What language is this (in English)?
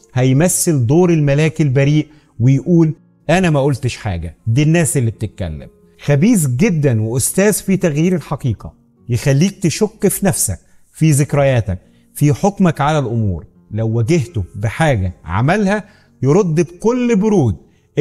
Egyptian Arabic